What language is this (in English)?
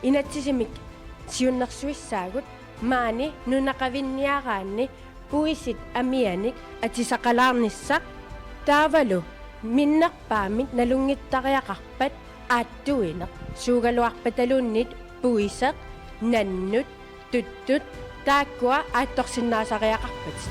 Kalaallisut